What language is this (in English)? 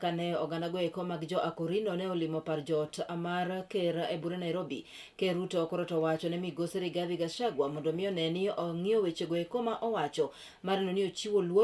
Luo (Kenya and Tanzania)